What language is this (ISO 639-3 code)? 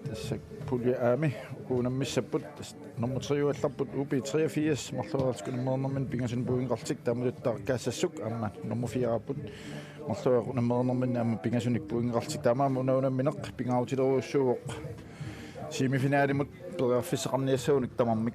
kal